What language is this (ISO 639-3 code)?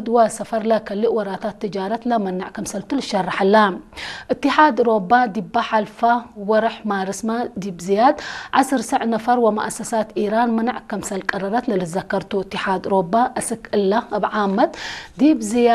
tig